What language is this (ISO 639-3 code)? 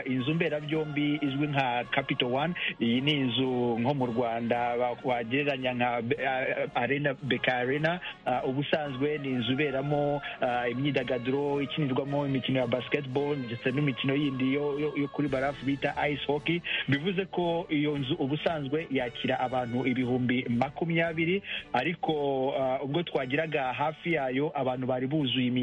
kin